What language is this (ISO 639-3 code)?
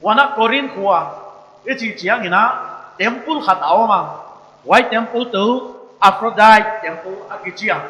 pck